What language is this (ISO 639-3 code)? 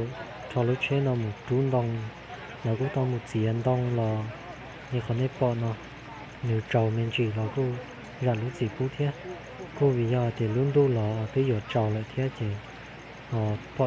hmn